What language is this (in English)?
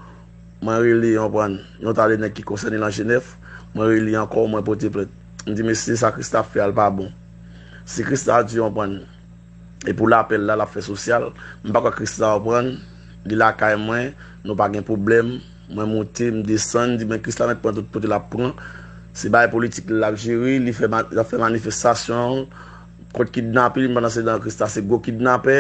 Haitian Creole